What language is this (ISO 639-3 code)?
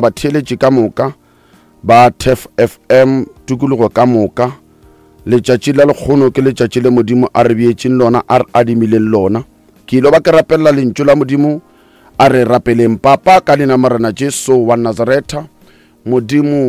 nso